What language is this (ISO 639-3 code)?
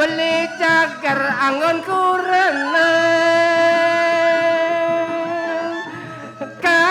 ban